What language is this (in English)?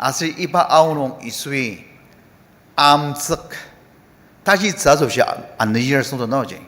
Ao Naga